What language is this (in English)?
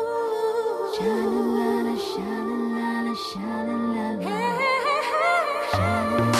Tamil